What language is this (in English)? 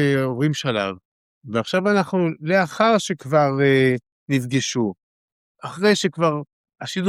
Hebrew